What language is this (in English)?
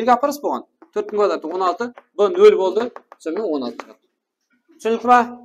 Kara-Kalpak